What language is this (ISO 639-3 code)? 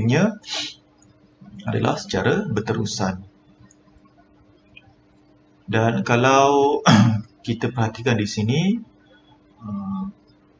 msa